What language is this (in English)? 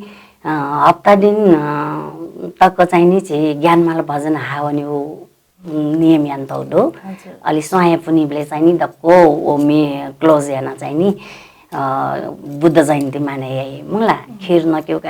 Newari